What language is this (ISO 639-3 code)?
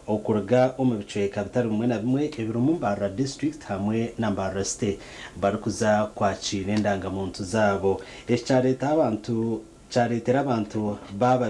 nyn